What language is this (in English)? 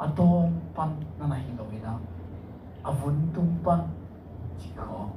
Tedim Chin